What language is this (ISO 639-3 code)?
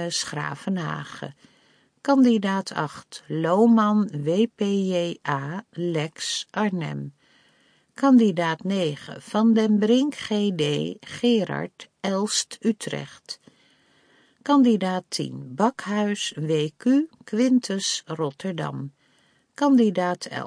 nld